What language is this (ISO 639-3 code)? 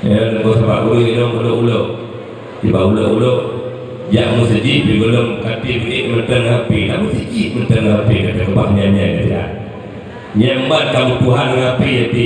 ace